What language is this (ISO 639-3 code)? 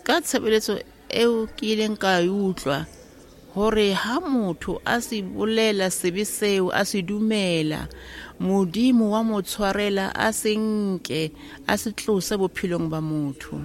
sot